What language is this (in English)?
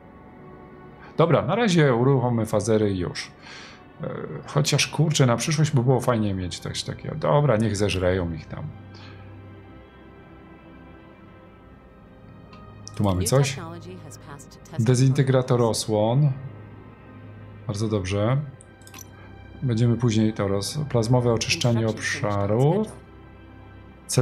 Polish